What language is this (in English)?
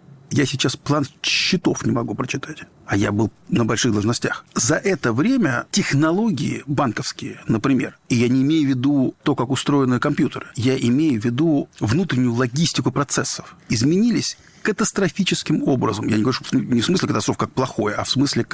Russian